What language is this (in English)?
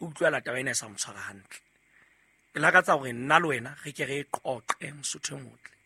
Southern Sotho